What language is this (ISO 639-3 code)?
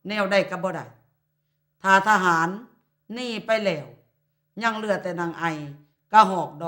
lao